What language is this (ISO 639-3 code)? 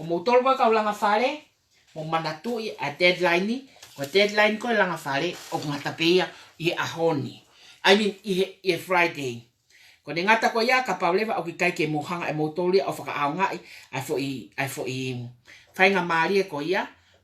ton